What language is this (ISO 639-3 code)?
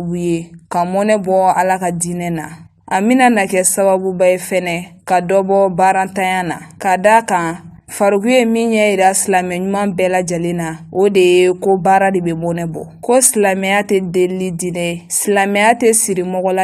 bam